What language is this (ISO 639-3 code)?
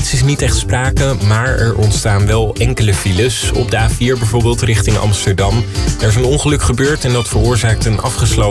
nld